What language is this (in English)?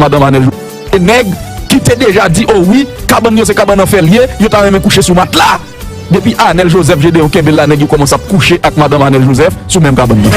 Haitian Creole